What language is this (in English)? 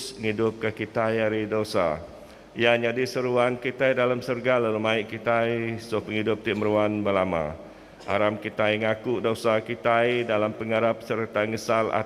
Iban